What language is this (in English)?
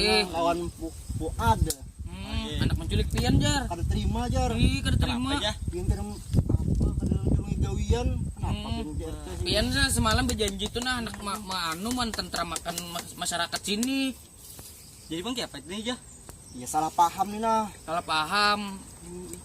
Banjar